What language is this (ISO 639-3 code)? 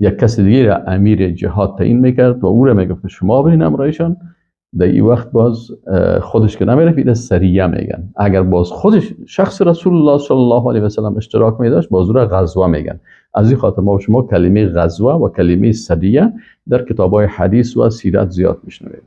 fas